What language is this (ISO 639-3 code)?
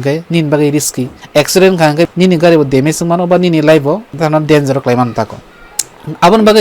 trp